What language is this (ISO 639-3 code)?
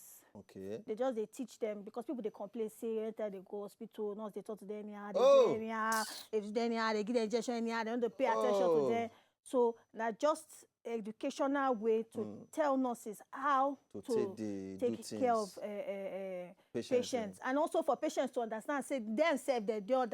pcm